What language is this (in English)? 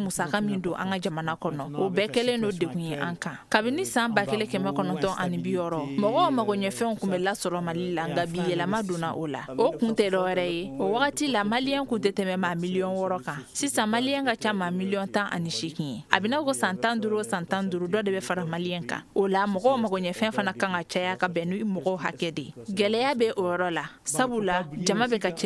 Bambara